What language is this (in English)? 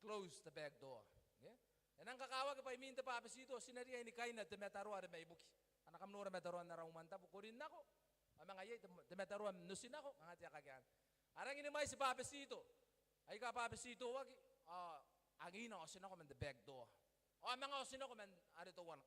Gilbertese